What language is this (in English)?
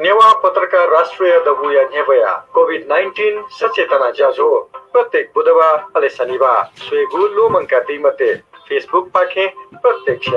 Newari